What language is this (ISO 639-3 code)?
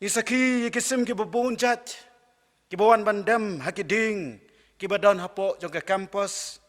kha